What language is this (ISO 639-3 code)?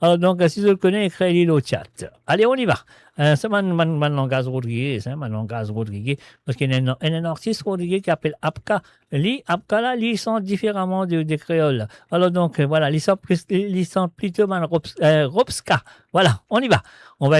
mfe